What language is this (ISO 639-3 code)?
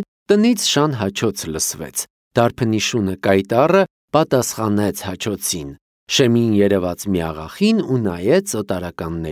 hye